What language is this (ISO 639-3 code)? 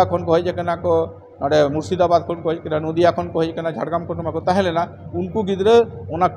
sat